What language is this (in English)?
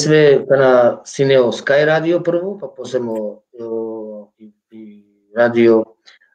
Balkan Romani